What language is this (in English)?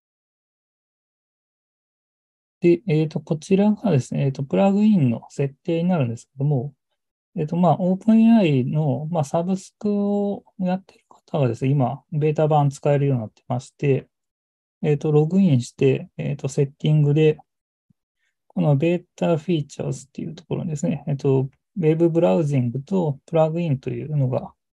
Japanese